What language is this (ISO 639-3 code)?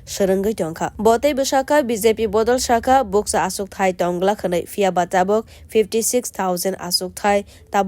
trp